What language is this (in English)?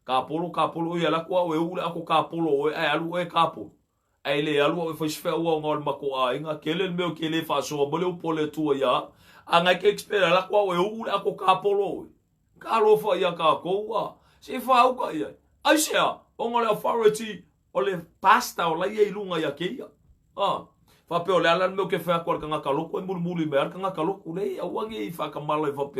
Samoan